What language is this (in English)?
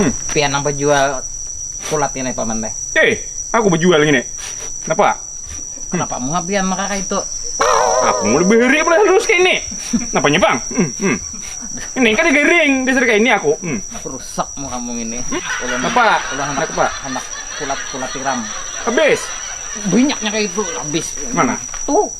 Banjar